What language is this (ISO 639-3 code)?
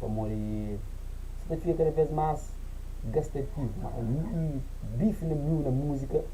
kea